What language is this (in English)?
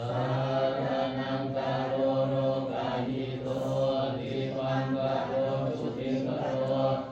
Pali